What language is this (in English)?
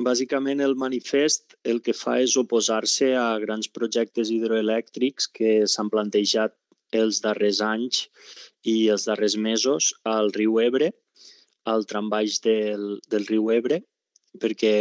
Catalan